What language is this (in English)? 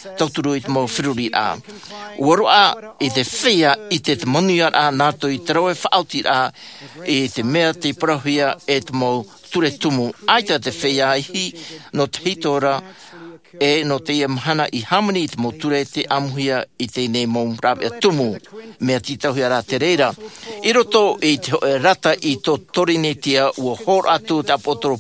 Tahitian